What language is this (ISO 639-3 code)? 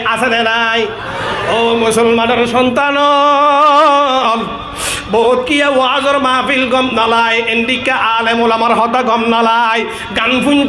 rhg